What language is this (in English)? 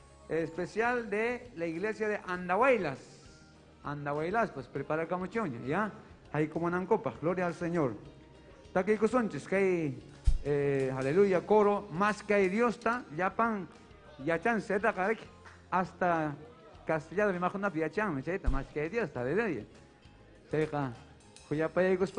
Ayacucho Quechua